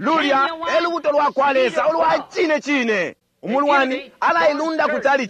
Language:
Bemba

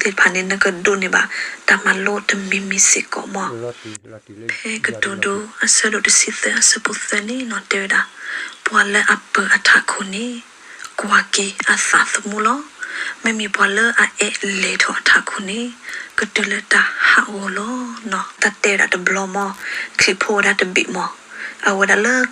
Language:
S'gaw Karen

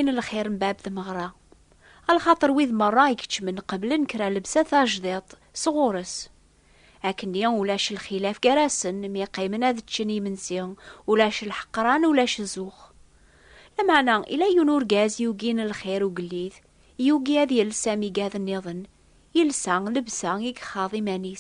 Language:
Kabyle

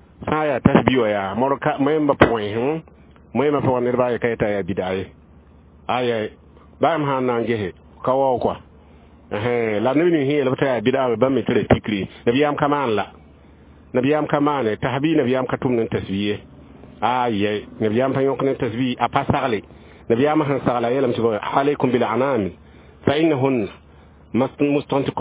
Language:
Mossi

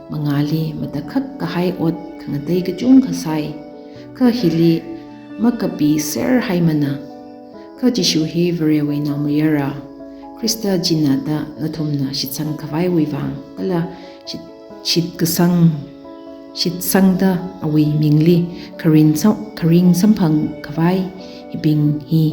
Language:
Tangkhul Naga (India)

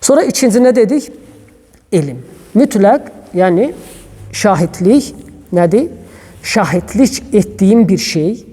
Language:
Azerbaijani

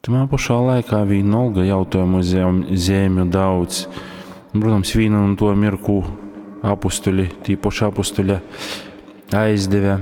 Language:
Latgalian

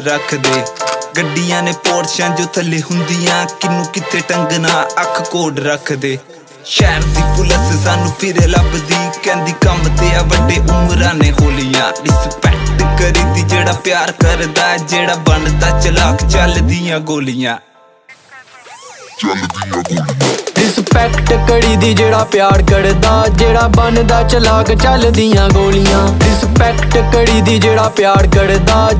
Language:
Punjabi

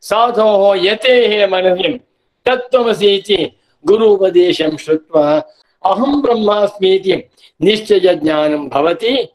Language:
Sanskrit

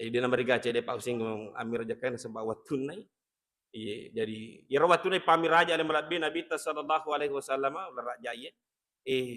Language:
Buginese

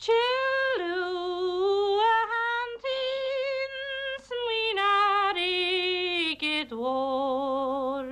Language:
Irish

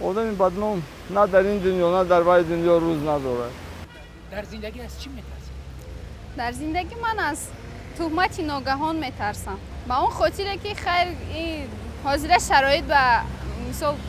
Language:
Tajik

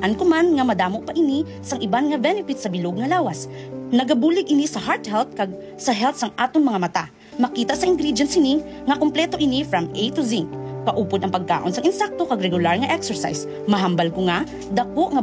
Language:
Hiligaynon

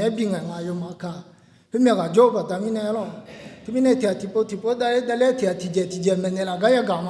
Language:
Akha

